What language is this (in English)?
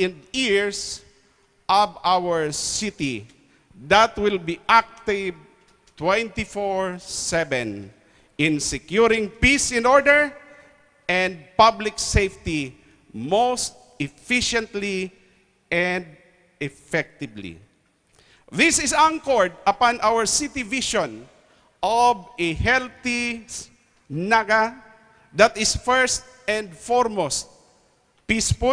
Bikol